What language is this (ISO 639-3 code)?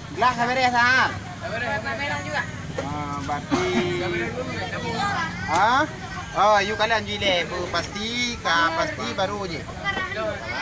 ace